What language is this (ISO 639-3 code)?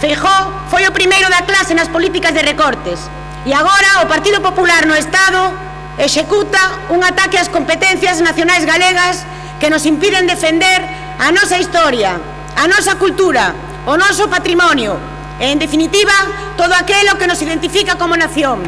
glg